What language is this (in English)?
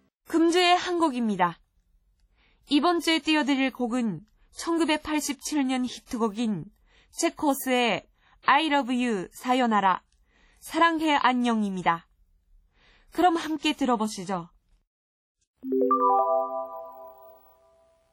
Korean